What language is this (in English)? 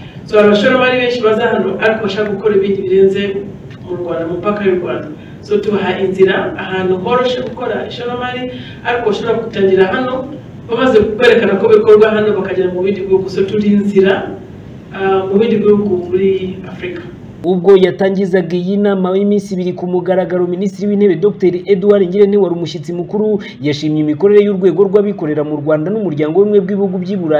Kinyarwanda